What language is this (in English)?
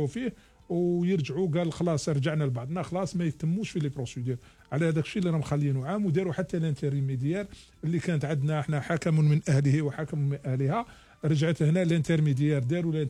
Algerian Arabic